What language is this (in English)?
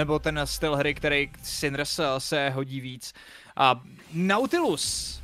Czech